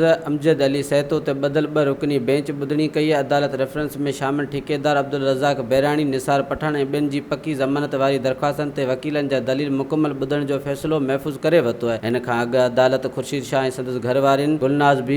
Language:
Sindhi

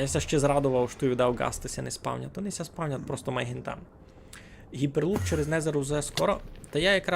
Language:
Rusyn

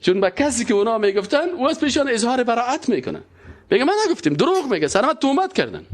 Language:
Persian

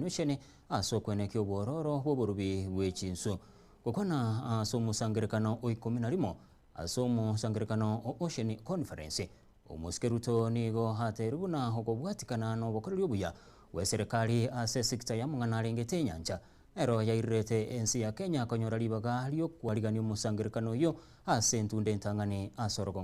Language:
Gusii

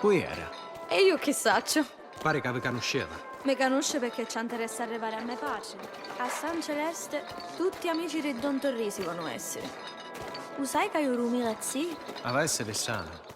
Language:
Sicilian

